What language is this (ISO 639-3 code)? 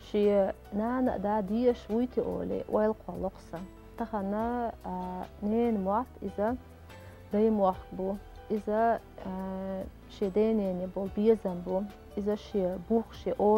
che